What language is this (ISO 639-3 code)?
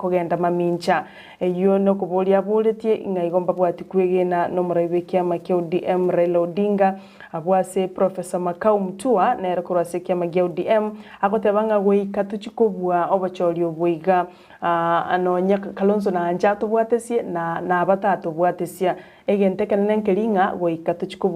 guz